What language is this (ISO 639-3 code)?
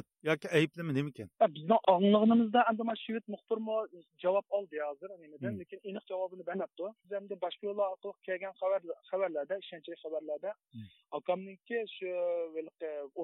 uig